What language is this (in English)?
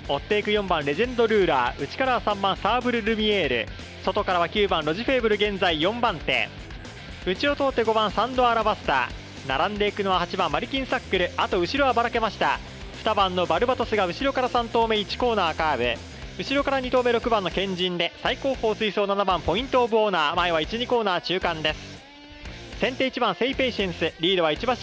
Japanese